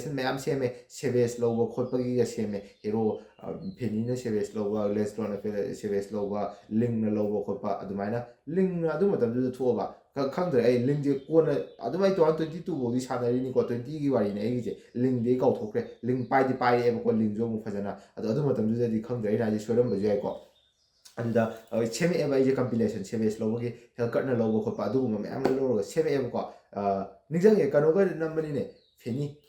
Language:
Manipuri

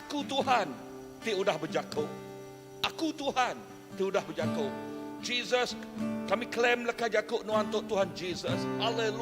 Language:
Iban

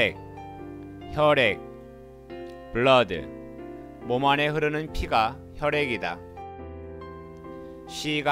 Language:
Korean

